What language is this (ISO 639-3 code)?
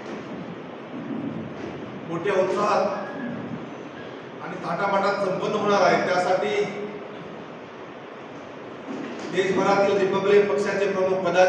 mar